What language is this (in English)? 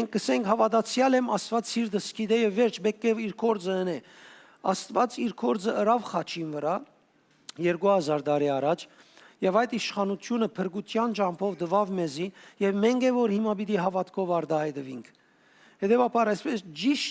Western Armenian